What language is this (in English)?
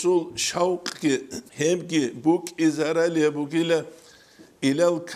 Avaric